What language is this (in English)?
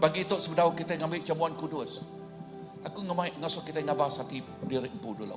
Iban